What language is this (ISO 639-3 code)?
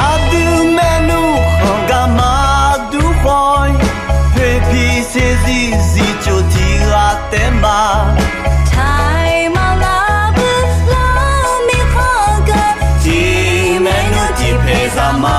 ahk